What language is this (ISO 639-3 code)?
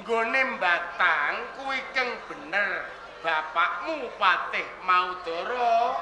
jav